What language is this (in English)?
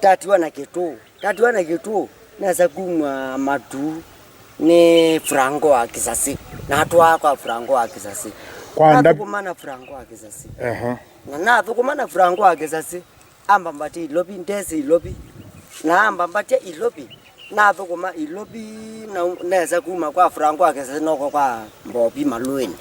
Kamba